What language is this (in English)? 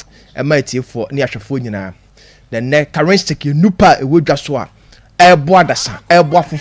Akan